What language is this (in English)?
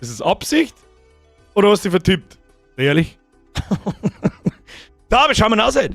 Bavarian